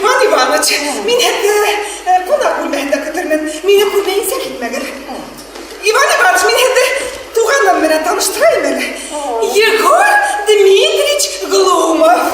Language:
Bashkir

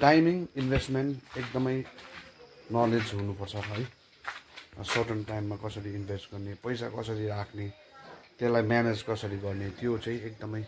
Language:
Nepali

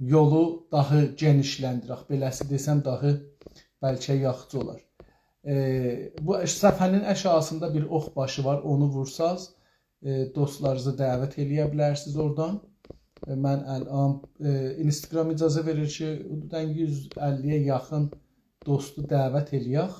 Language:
South Azerbaijani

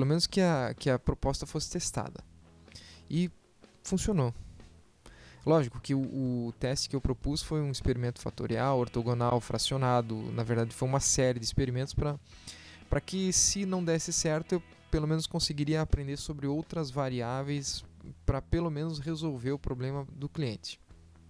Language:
Portuguese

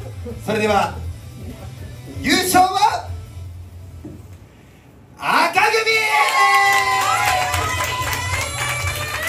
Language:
Japanese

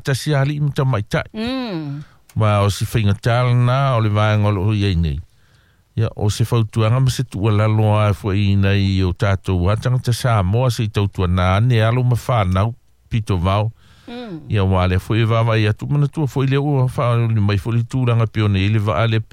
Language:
Samoan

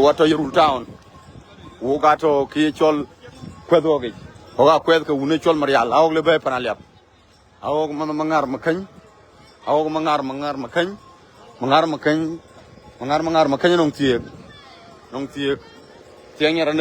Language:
Dinka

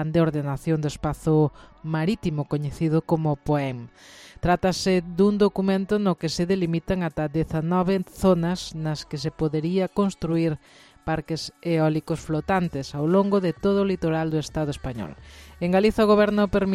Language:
Galician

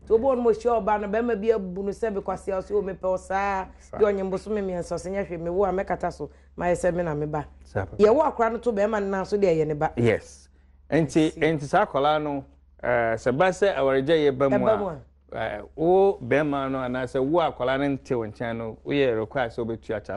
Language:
Akan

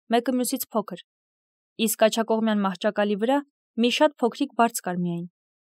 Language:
Armenian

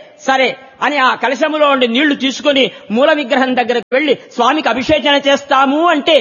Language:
Telugu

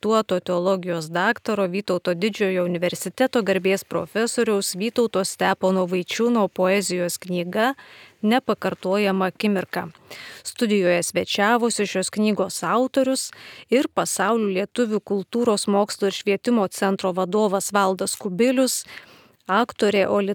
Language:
Lithuanian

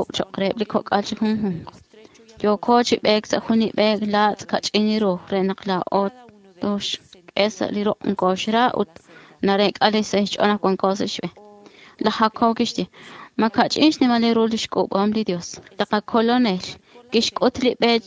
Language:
Kekchí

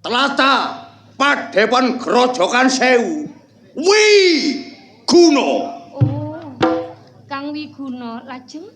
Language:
Javanese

